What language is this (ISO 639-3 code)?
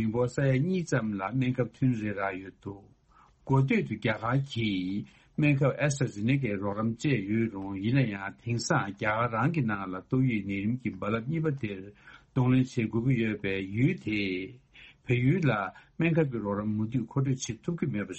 bod